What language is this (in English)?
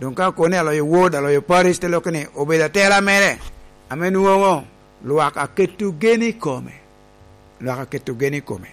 Lango (Uganda)